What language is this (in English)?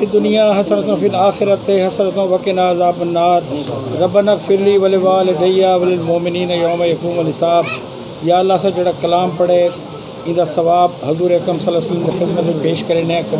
Saraiki